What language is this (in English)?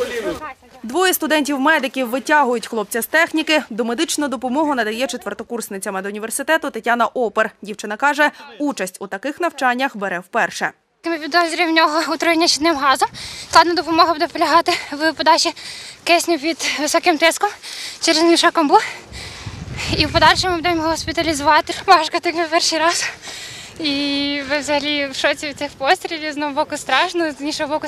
Ukrainian